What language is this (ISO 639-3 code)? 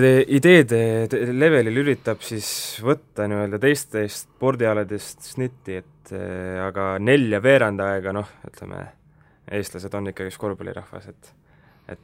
est